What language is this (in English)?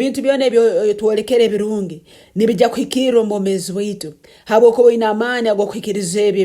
Nyoro